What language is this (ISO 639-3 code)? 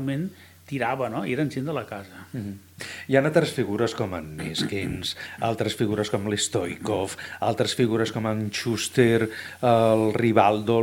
cat